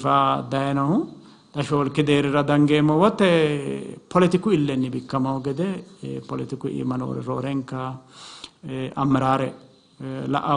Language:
Sidamo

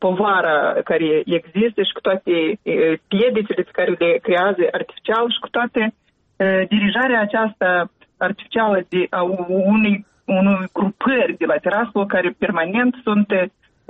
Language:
Romanian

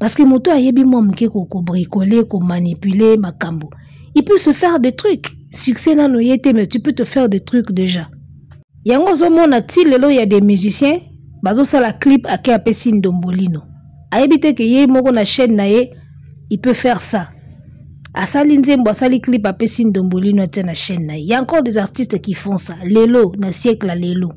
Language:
Lingala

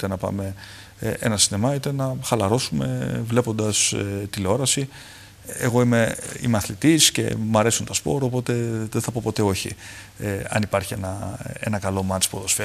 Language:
Greek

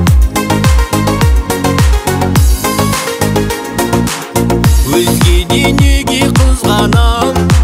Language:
Kazakh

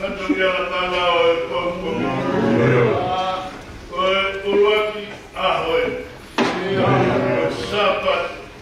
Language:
Tongan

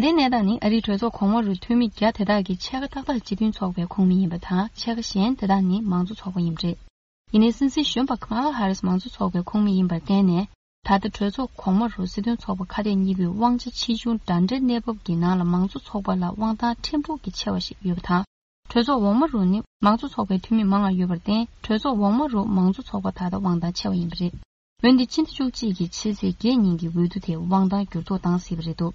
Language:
Tibetan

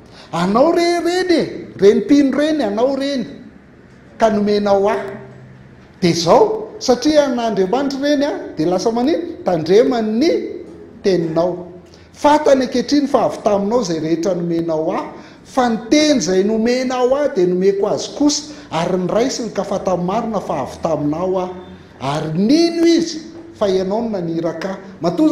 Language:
Malagasy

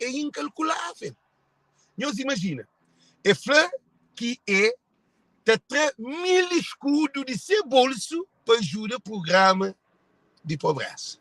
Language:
Kabuverdianu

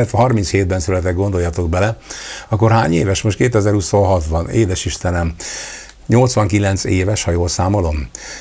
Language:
Hungarian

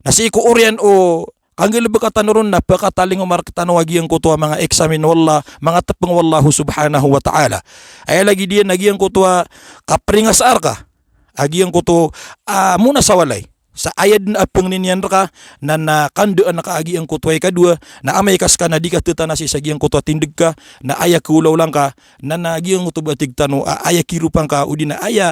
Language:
Maranao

